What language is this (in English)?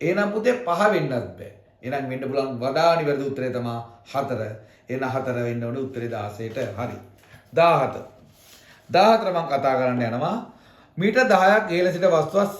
Sinhala